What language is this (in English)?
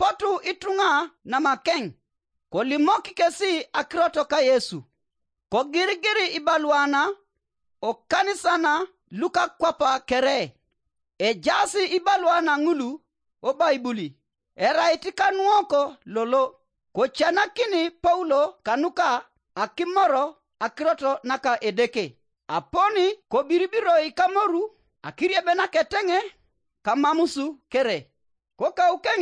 Teso